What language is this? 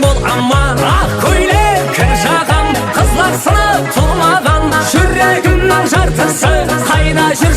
Kara-Kalpak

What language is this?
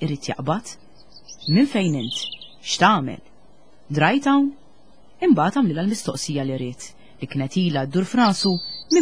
Maltese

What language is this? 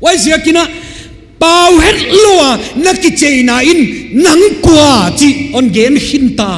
Tedim Chin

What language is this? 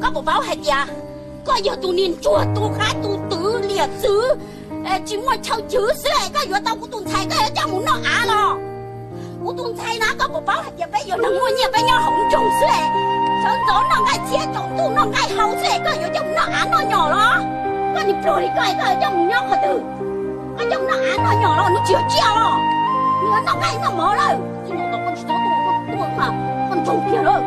Hmong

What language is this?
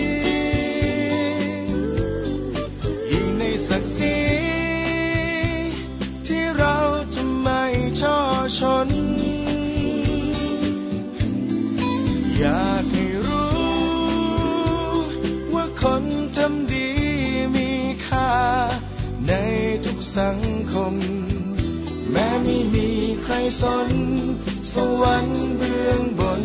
Thai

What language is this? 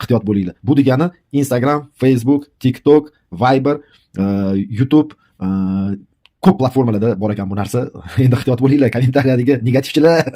Uzbek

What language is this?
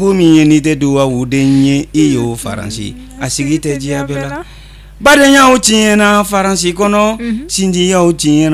Bambara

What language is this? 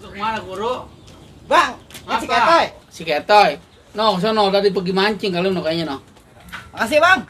Betawi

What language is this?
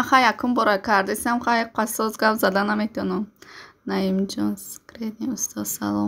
Tajik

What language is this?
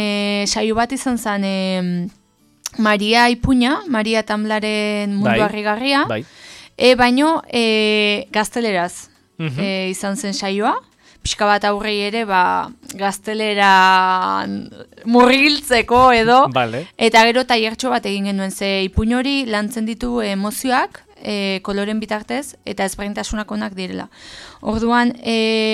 Basque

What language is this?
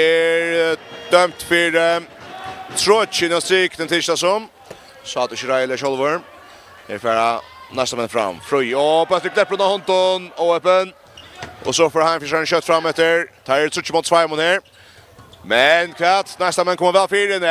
Faroese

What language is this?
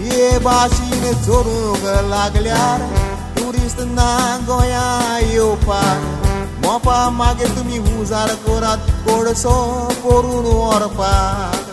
Konkani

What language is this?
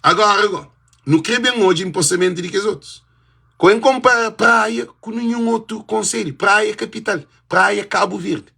Kabuverdianu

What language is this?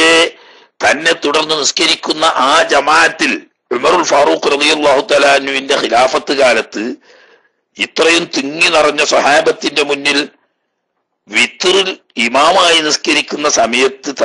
Malayalam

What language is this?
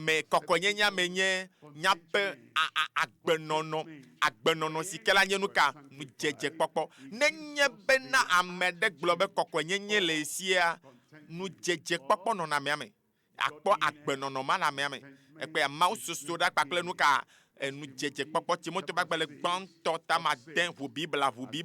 Ewe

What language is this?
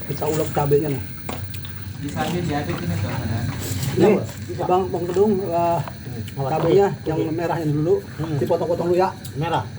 Betawi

